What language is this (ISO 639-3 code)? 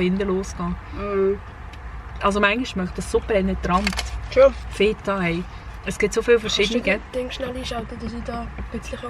gsw